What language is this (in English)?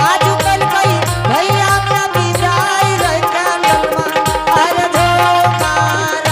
Angika